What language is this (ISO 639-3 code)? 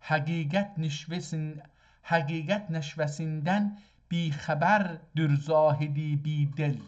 azb